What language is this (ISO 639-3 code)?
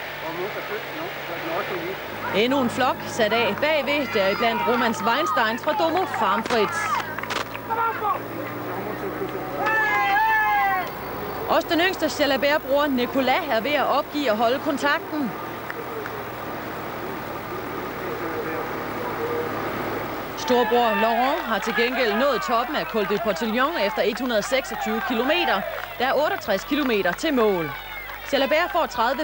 dan